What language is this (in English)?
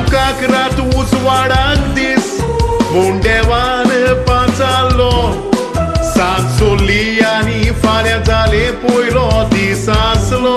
Konkani